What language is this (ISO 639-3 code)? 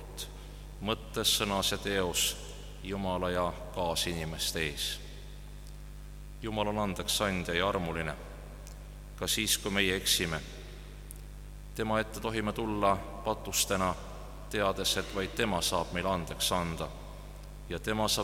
est